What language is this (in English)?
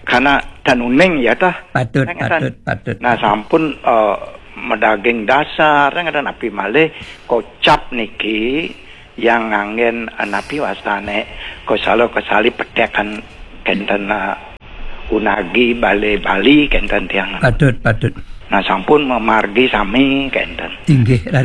Balinese